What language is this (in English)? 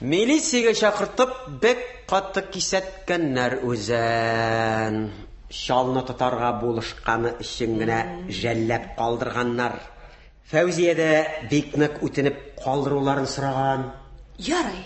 Tatar